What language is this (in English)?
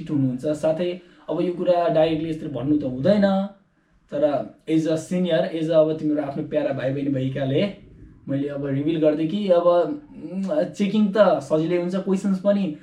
Nepali